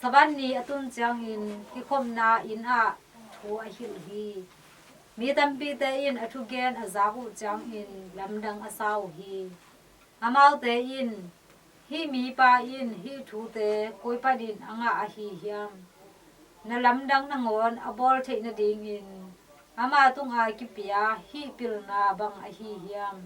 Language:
Tedim Chin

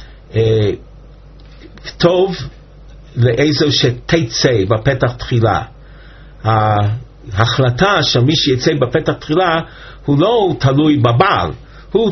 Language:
Hebrew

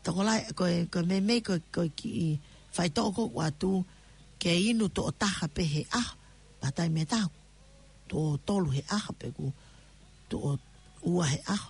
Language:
Tongan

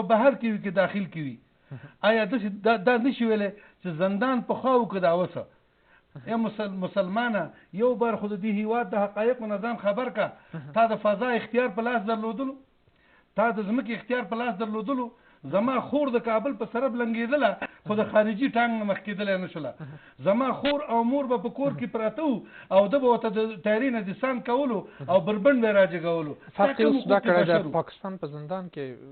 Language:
Pashto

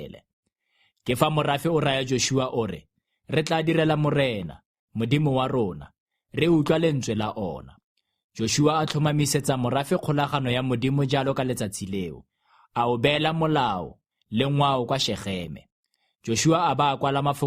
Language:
Tswana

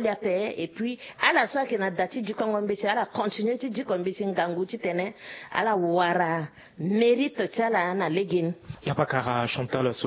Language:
Sango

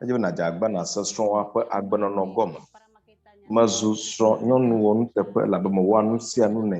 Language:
Ewe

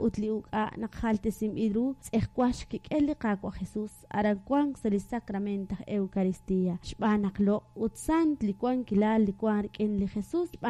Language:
Kekchí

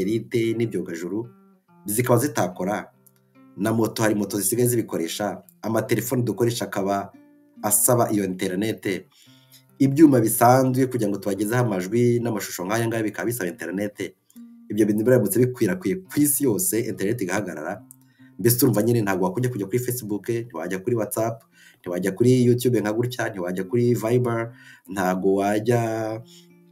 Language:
Kinyarwanda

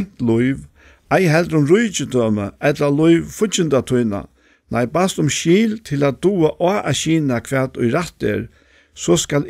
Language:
Faroese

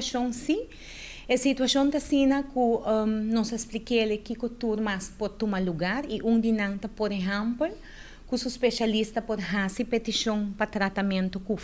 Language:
Papiamento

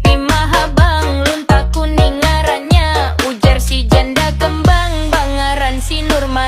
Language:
Banjar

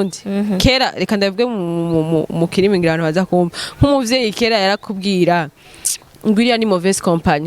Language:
Rundi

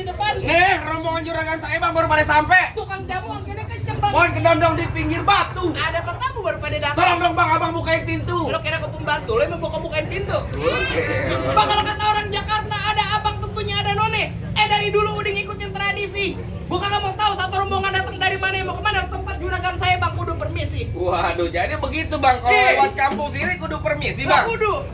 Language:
Betawi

